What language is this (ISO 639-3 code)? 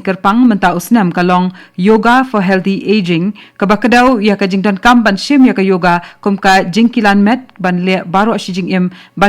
kha